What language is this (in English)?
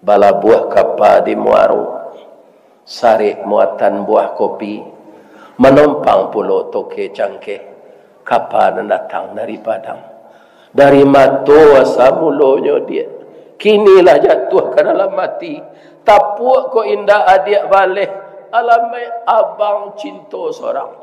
Minangkabau